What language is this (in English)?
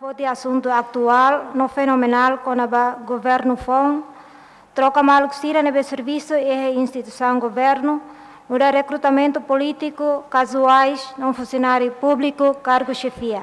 Tetum